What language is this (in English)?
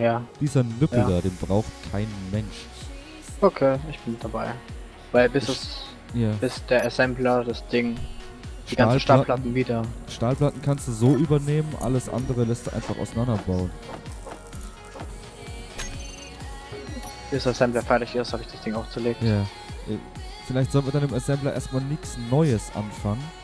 German